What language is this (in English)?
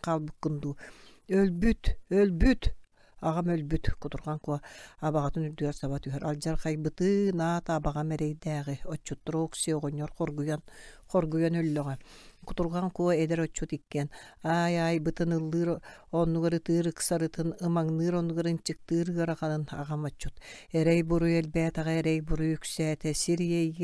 Yakut